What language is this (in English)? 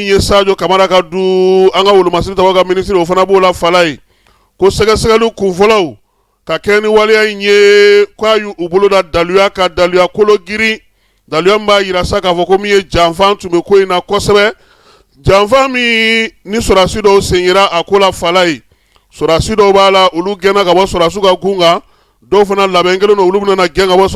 Bambara